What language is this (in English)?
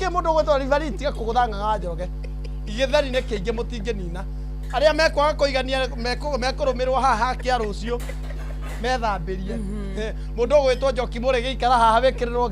Kikuyu